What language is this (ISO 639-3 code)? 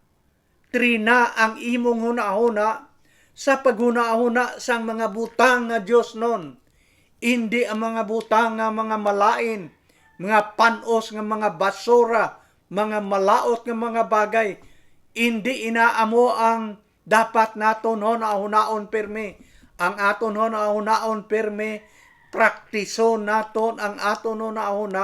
hil